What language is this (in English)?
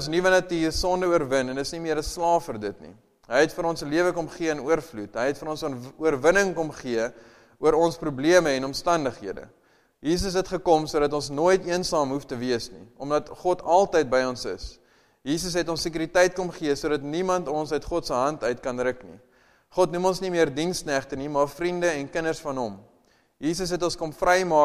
Afrikaans